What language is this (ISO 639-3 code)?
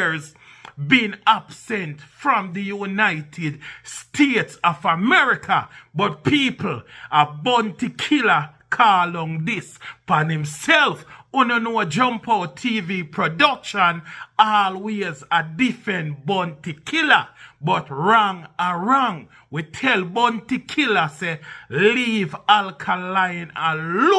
jam